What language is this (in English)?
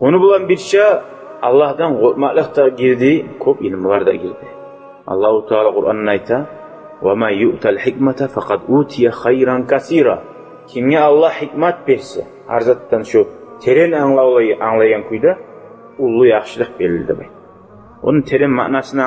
Kumyk